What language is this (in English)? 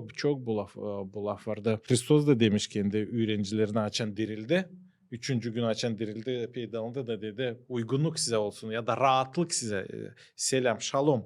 Gagauz